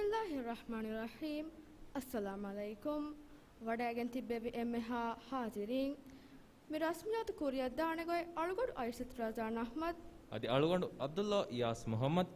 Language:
Divehi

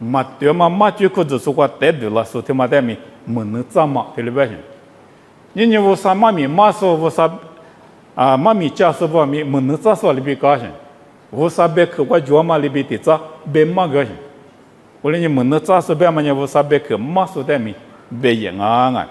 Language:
Lisu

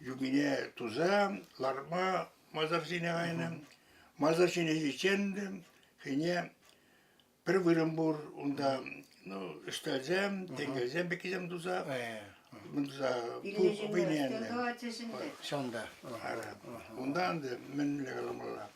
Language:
Chuvash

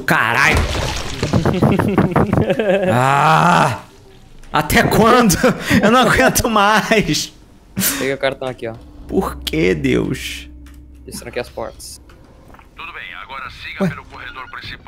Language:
Portuguese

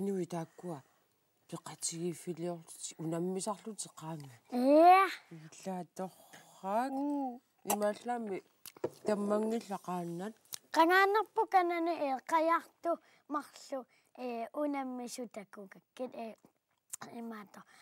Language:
Kalaallisut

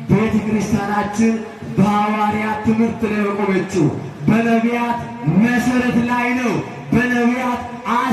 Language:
Amharic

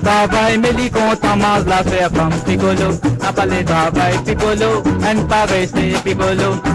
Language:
Morisyen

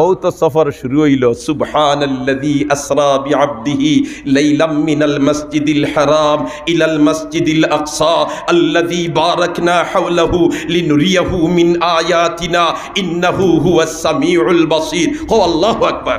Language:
Sylheti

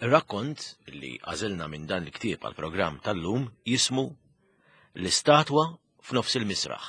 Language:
Maltese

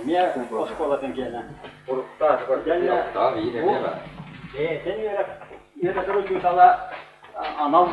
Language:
Yakut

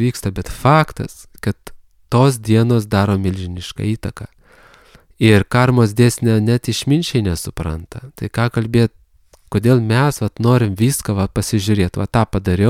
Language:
Lithuanian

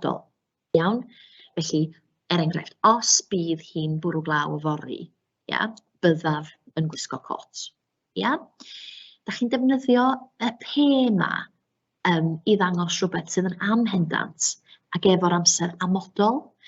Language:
Welsh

